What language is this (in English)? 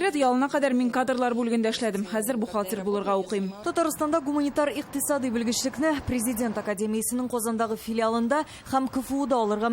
Tatar